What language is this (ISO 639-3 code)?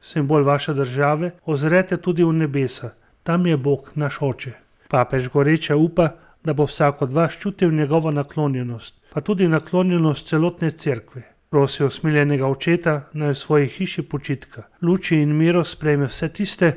slv